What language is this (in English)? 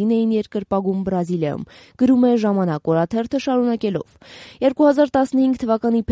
Armenian